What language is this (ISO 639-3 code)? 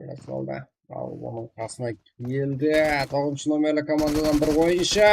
kaa